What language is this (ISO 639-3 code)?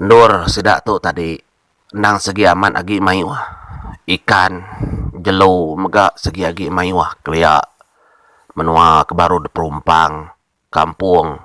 iba